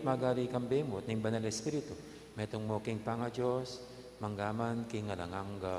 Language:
Pampanga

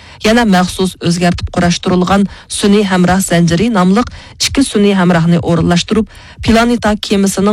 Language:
Uyghur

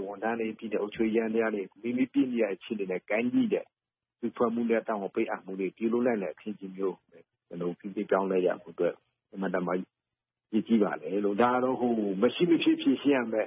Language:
Burmese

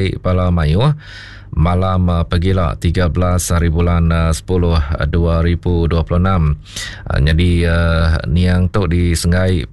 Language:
Iban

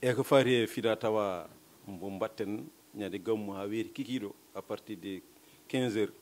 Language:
Fula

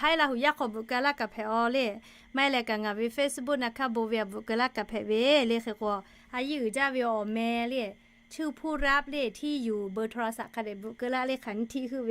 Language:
Lahu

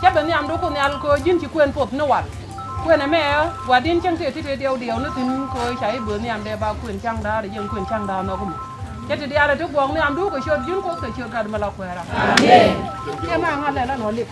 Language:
Nuer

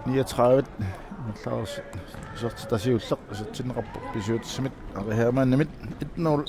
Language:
Kalaallisut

